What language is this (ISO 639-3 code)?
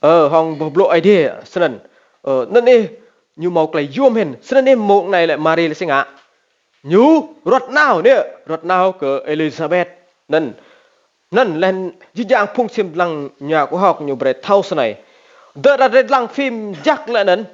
rad